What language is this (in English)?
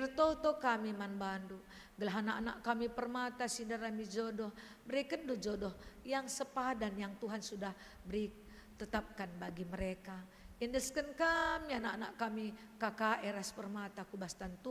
Batak Karo